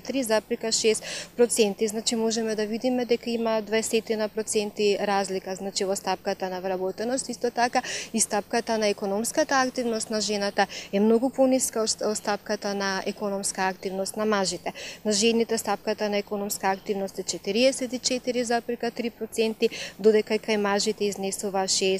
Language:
Macedonian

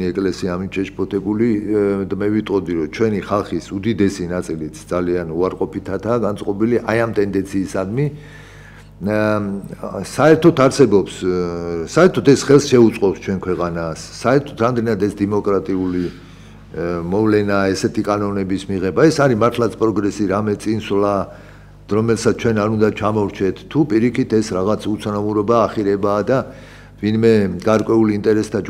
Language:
Georgian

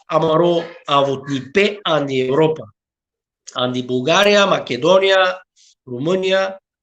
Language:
Balkan Romani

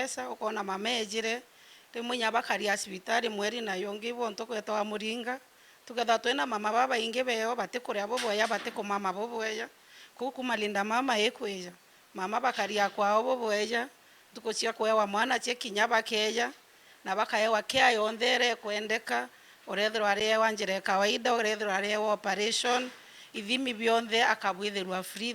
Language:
Meru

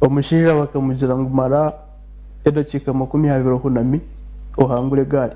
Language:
Nyankole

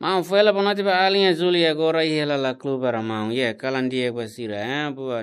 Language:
Tetum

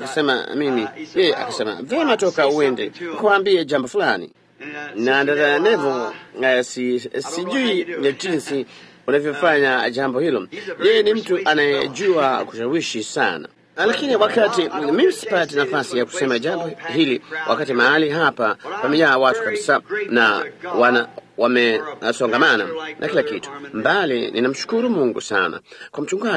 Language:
Swahili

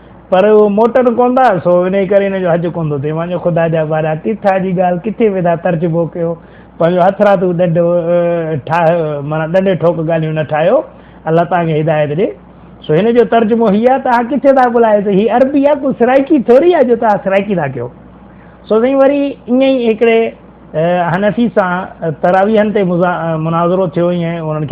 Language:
Sindhi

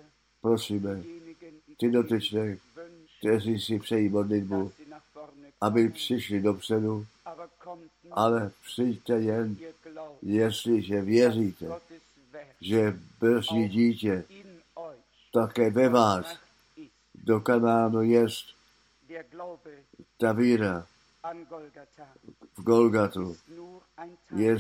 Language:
Czech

